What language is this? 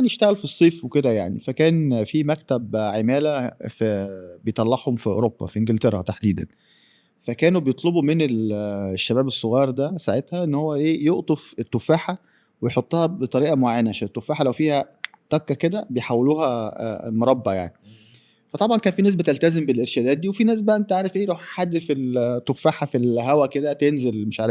Egyptian Arabic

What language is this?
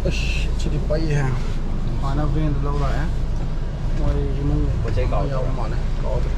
Manipuri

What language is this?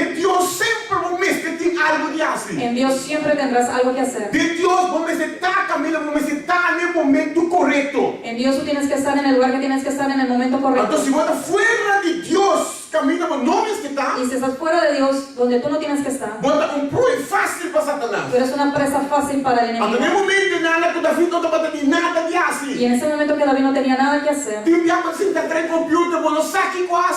Papiamento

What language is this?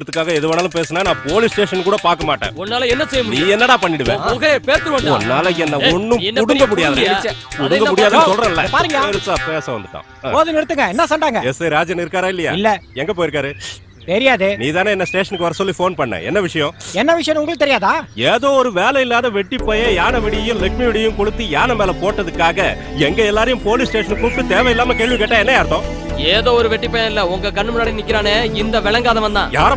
Tamil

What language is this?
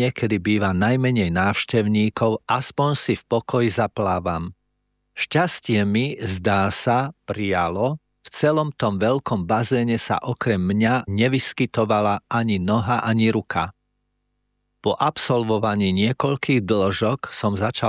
Slovak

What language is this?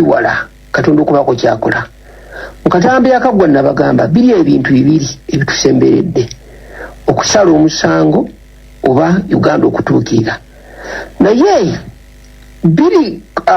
Ganda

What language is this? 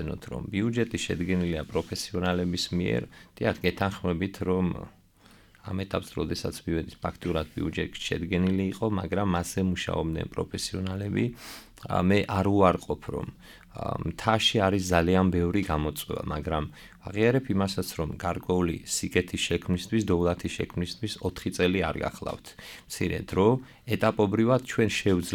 Georgian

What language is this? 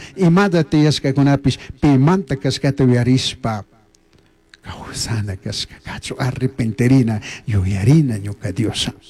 Chimborazo Highland Quichua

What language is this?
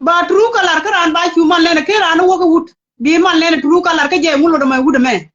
Nuer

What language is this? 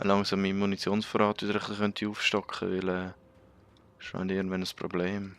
Swiss German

